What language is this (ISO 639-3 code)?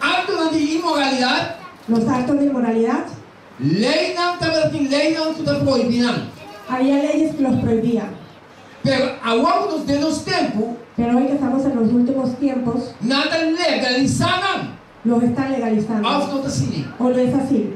pap